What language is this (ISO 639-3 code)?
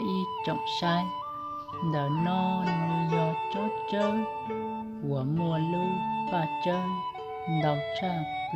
hmn